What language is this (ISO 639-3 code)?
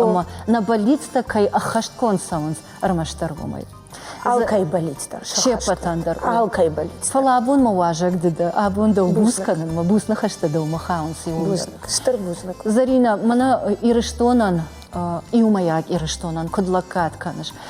oss